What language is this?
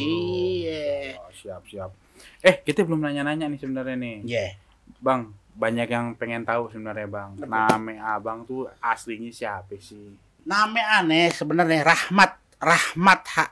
Betawi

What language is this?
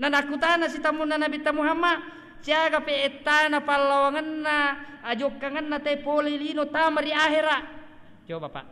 Buginese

